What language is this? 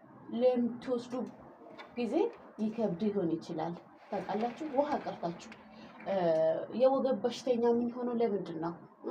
Amharic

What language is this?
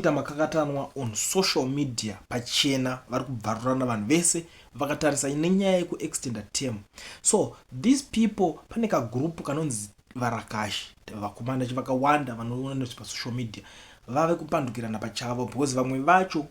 Shona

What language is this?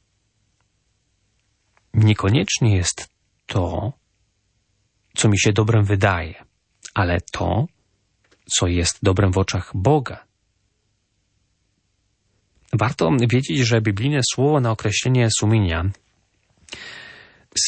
Polish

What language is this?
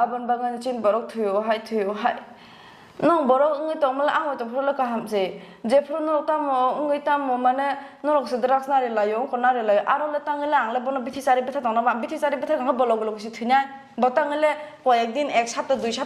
Kok Borok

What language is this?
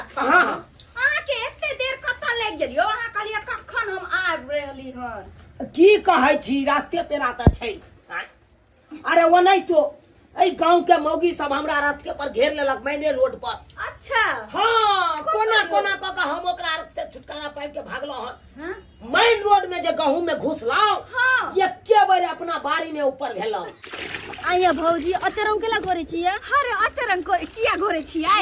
Maithili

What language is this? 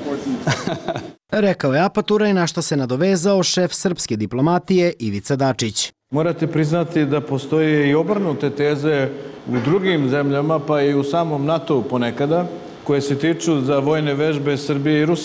Serbian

